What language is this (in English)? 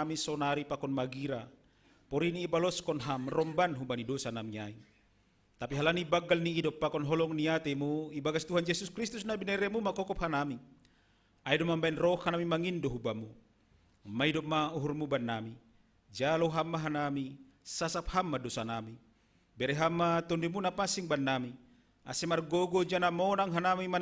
Batak Simalungun